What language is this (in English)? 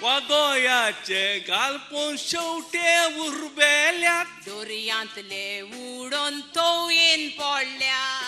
Konkani